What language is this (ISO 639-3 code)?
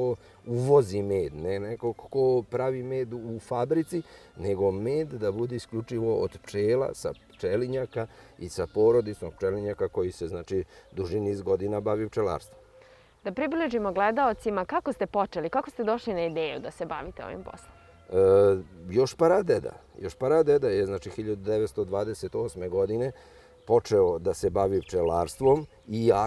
srp